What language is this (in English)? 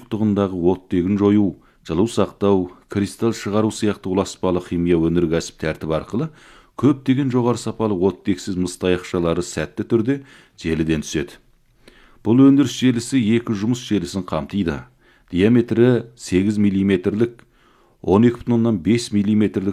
Kazakh